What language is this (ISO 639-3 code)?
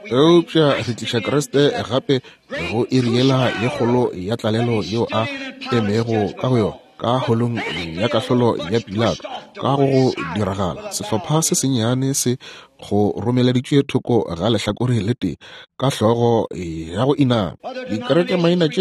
nso